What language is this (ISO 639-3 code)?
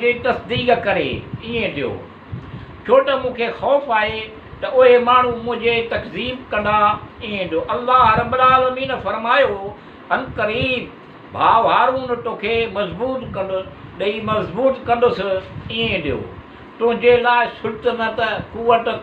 snd